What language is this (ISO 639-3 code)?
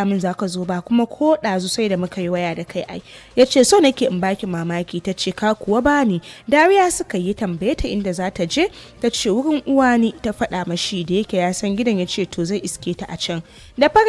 hau